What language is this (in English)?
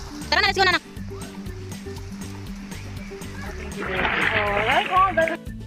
Filipino